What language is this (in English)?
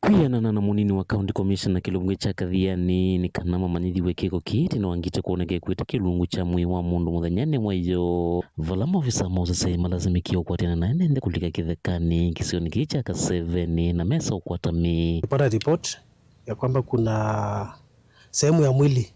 Kamba